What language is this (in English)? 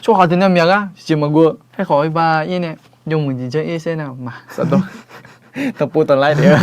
Akha